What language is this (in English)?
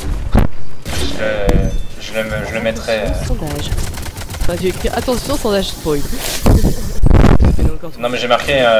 French